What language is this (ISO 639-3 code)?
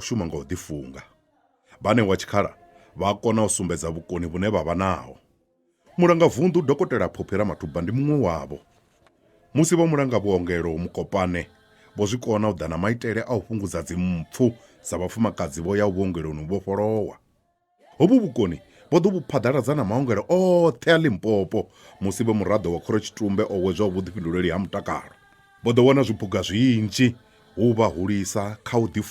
ven